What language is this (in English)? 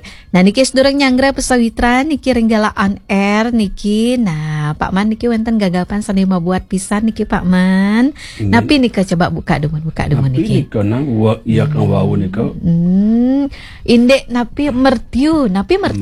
Balinese